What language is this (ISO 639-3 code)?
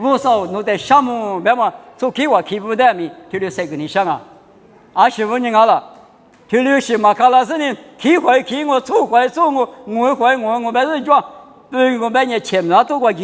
lis